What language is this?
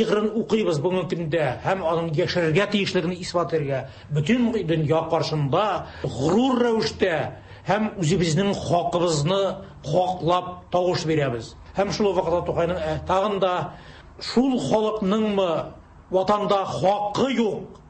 Tatar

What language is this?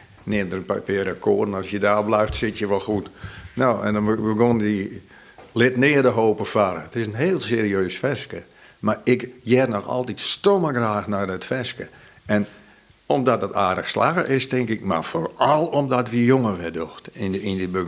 Western Frisian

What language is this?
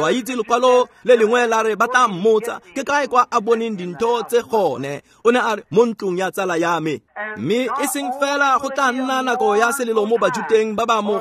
Tswana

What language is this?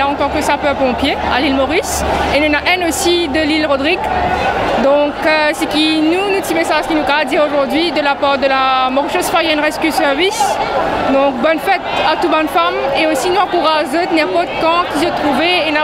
Morisyen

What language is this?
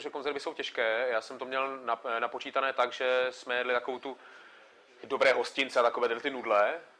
Czech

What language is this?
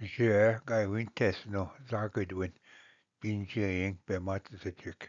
Ojibwa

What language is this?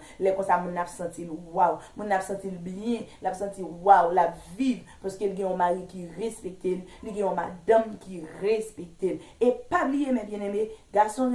Haitian Creole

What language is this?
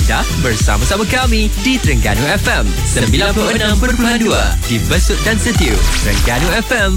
Malay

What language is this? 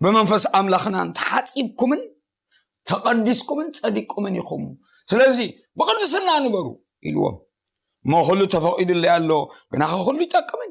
Tigrinya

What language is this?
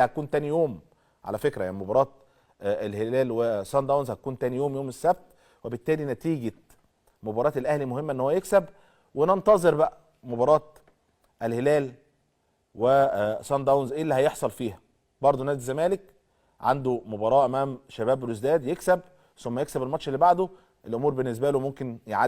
Egyptian Arabic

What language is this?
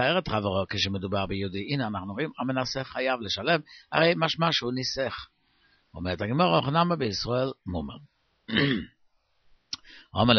Hebrew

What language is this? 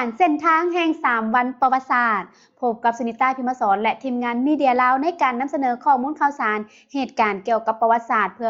Lao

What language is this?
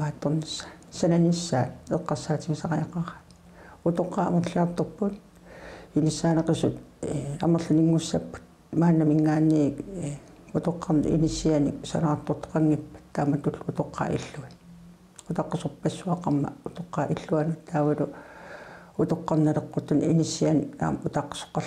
Kalaallisut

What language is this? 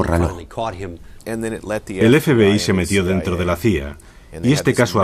Spanish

